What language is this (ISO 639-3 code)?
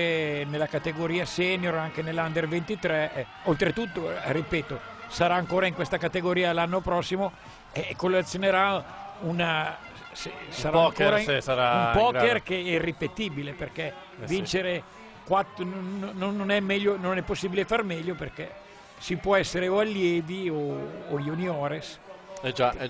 ita